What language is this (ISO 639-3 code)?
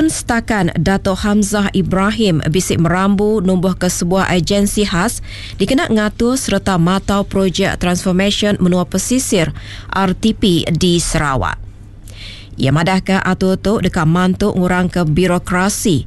iba